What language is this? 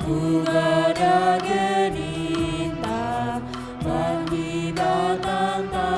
Batak Karo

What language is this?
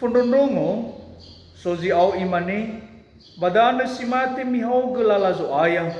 Nias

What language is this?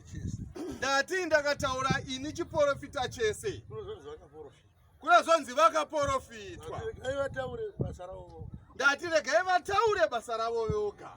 Shona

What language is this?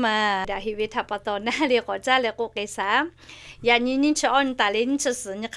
Lahu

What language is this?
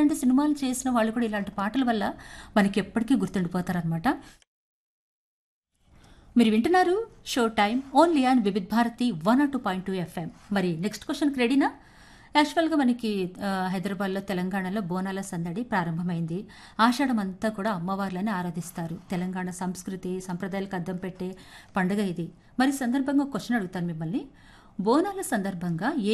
Telugu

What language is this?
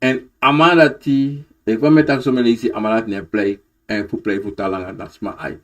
Sranan Tongo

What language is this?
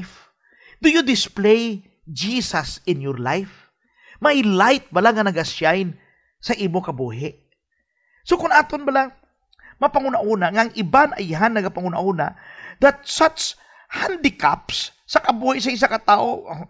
Hiligaynon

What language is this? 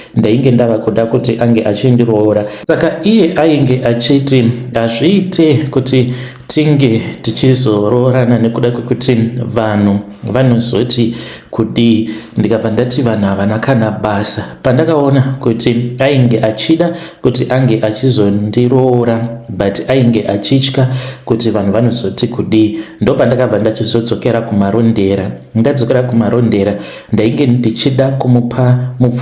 Shona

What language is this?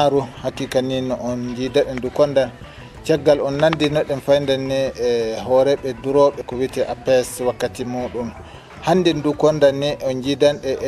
Fula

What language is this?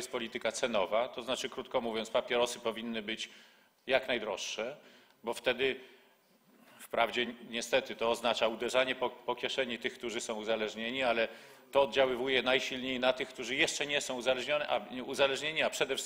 Polish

